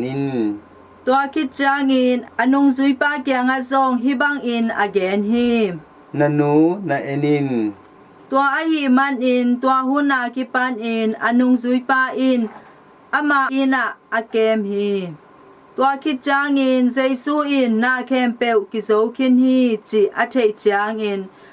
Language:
Tedim Chin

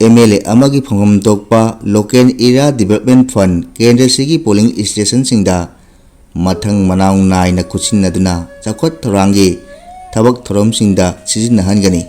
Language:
Manipuri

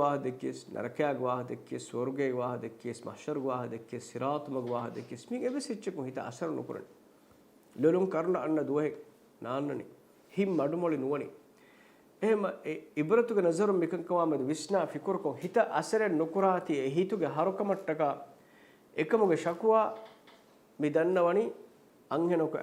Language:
Divehi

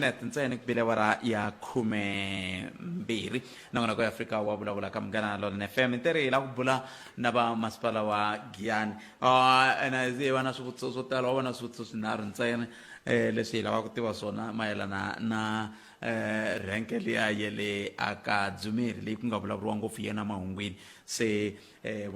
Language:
Tsonga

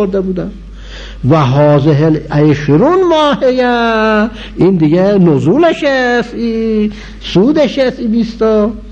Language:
Persian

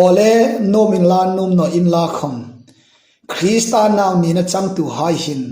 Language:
Hmar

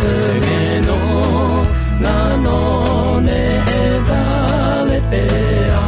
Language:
Akha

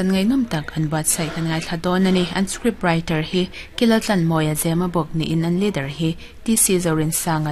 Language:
Mizo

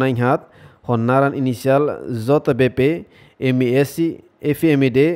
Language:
Tetum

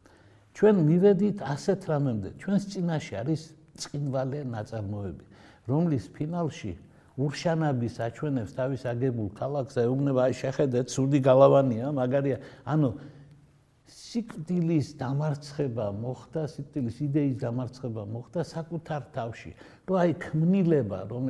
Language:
Georgian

